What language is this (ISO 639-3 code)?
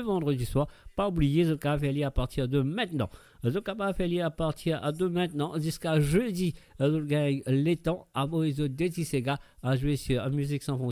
mfe